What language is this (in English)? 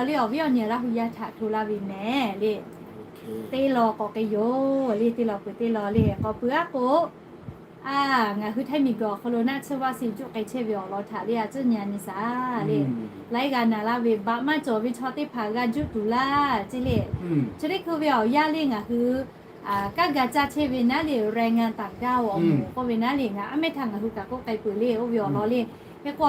Lahu